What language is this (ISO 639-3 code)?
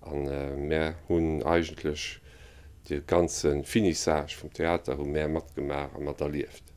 ltz